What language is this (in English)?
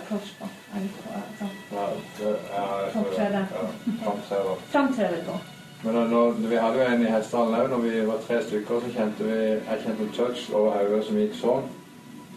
Norwegian